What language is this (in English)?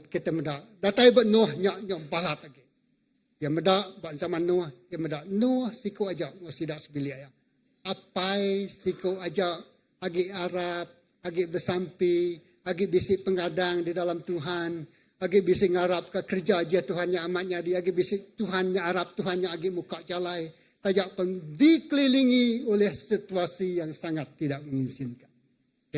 Iban